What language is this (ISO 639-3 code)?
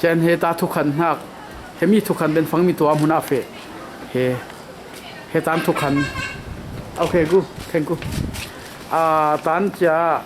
cfm